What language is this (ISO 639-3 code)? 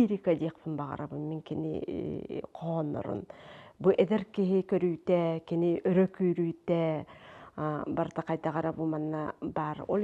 sah